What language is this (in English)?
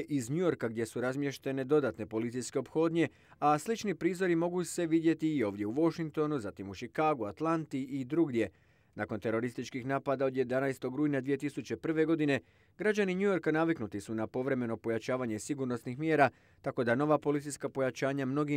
Croatian